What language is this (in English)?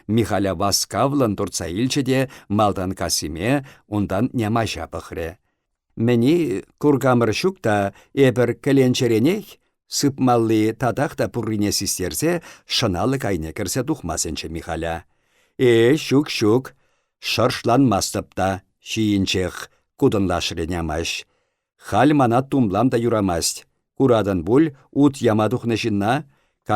Chuvash